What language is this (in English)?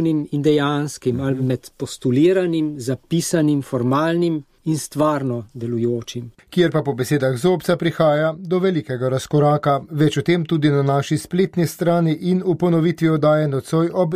Slovenian